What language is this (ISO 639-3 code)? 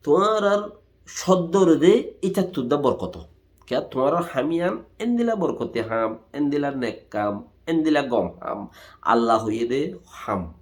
rhg